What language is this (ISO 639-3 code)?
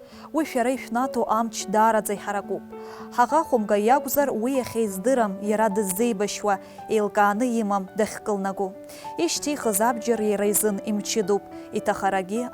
abk